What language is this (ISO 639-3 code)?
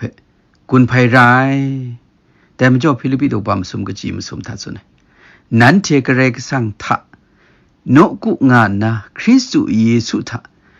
kac